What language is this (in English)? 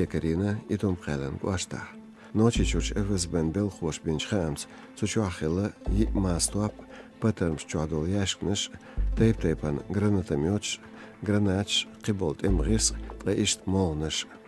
Chechen